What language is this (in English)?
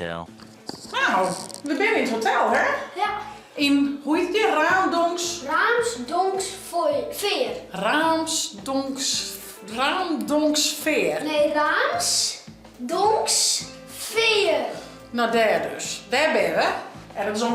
Western Frisian